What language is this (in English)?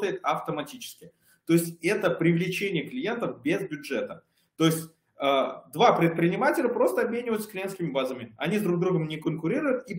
Russian